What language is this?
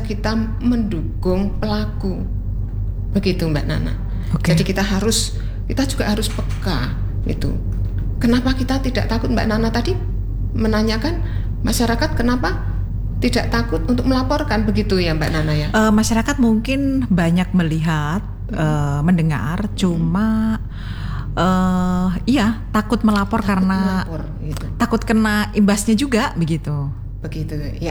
Indonesian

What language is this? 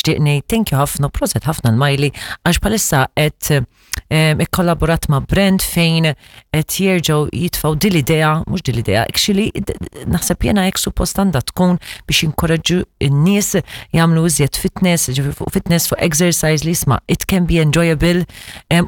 Maltese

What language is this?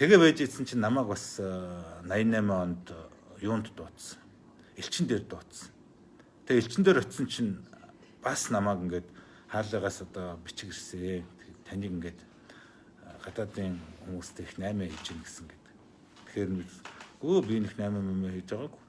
Mongolian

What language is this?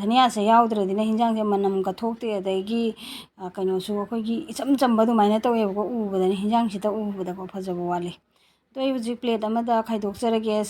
Manipuri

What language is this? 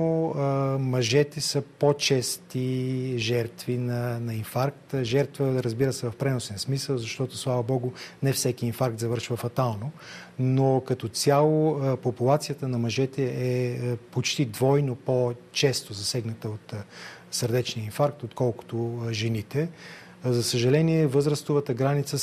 Bulgarian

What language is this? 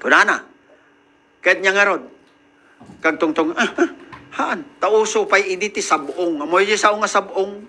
Iloko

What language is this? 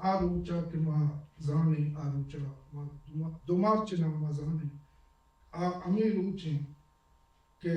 Baluchi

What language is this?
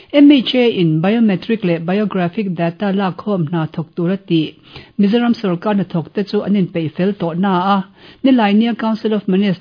Mizo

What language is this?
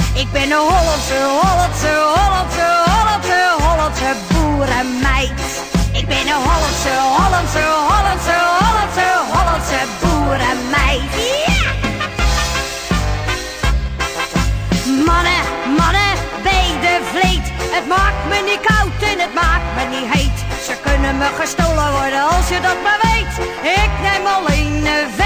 Dutch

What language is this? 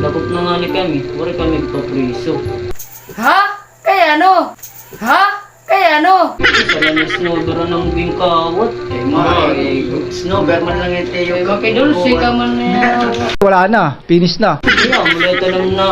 Waray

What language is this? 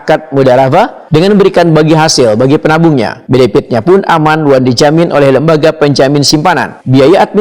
Banjar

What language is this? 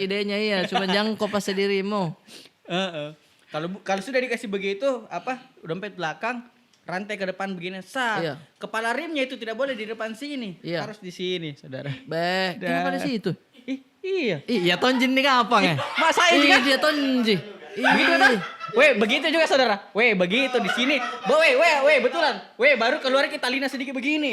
Makassar Malay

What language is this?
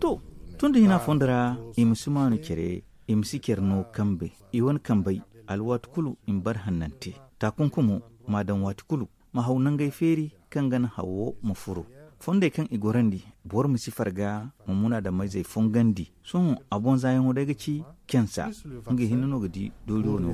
Zarma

